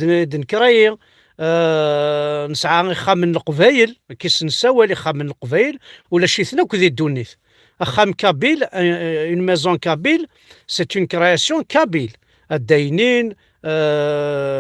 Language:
Kabyle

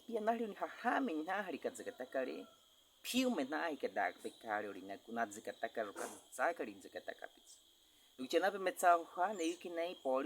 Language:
Baniwa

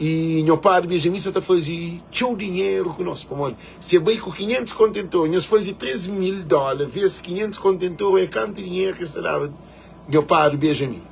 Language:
Kabuverdianu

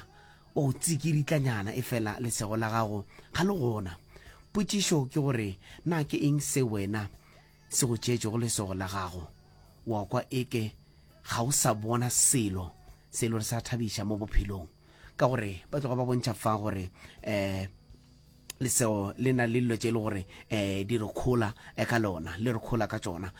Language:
Northern Sotho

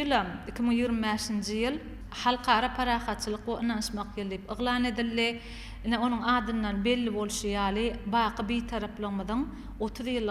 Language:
Turkmen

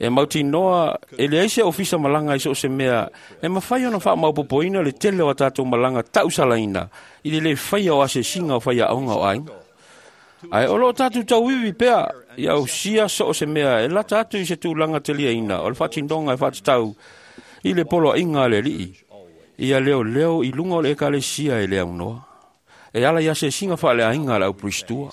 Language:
Samoan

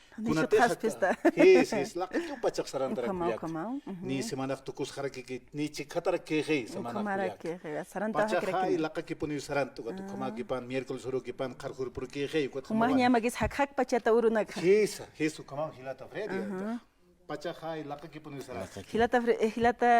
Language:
Aymara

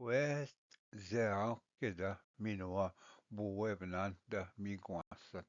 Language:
Ojibwa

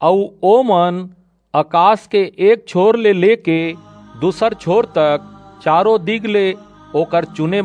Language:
Chhattisgarhi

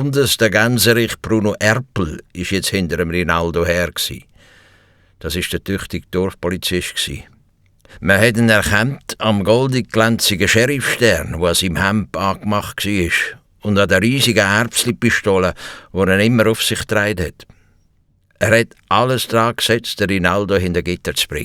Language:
Swiss German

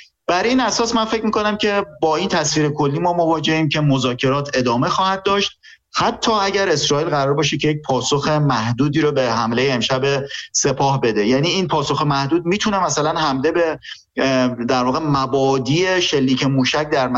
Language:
Persian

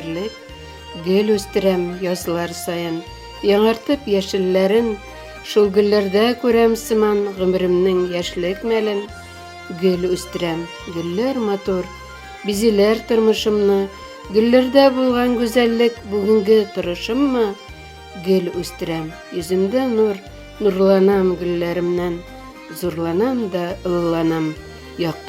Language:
Bashkir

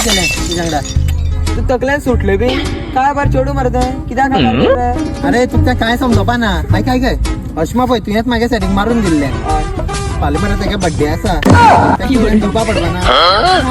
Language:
Konkani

